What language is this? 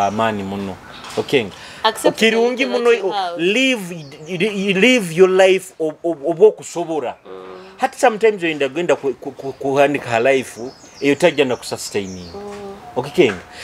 Nyoro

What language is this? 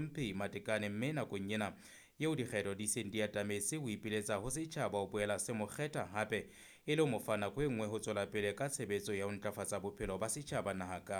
Southern Sotho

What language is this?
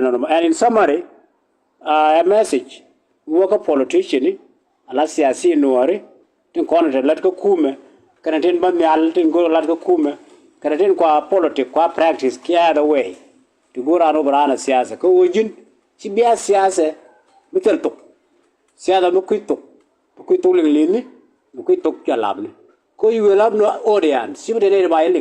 Nuer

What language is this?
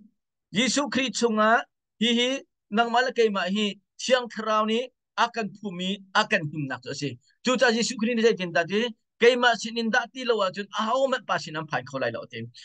Hakha Chin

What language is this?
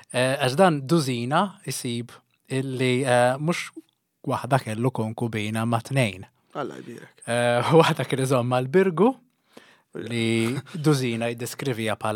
Maltese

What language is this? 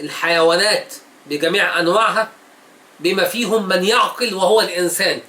Egyptian Arabic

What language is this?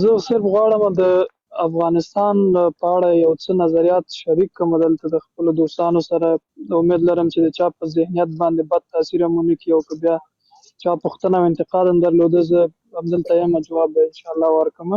Pashto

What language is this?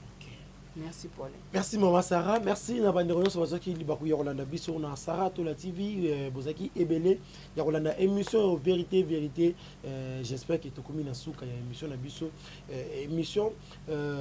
Lingala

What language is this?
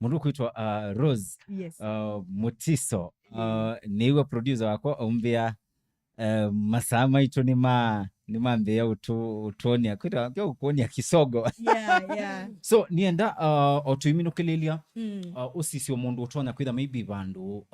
Kamba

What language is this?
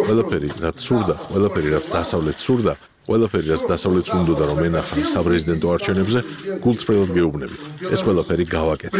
Georgian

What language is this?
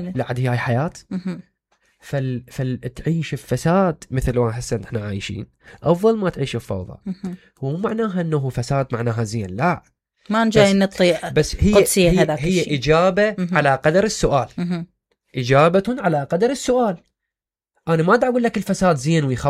Mesopotamian Arabic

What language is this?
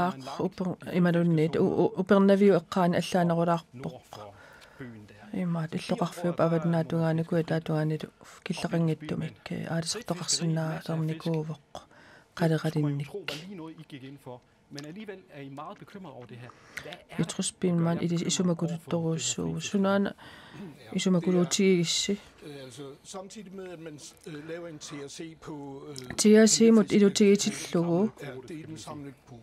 Kalaallisut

